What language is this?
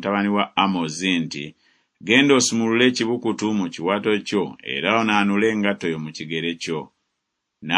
Ganda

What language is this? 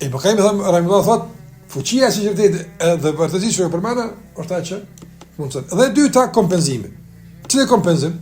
Albanian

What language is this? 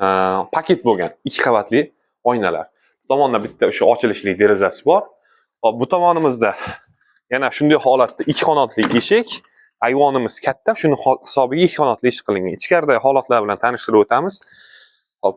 Uzbek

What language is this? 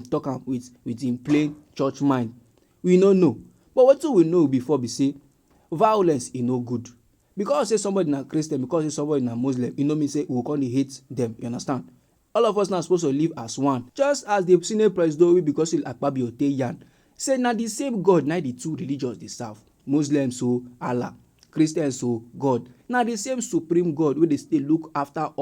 Nigerian Pidgin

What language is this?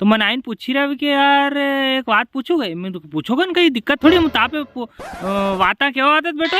Rajasthani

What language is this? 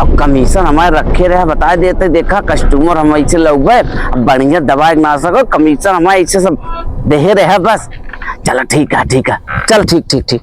Awadhi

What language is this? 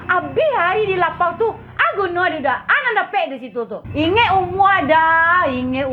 Minangkabau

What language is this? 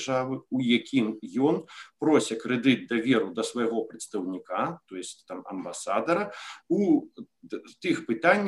Belarusian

